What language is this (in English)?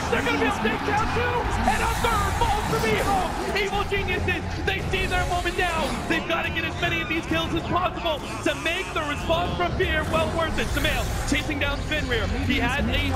English